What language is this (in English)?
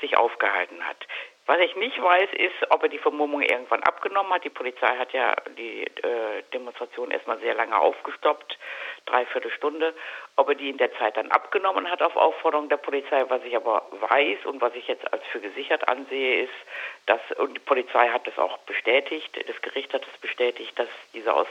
German